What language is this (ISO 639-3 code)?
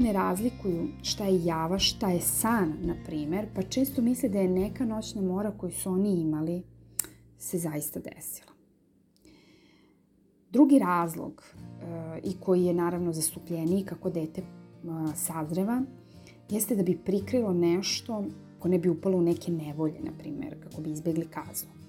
srp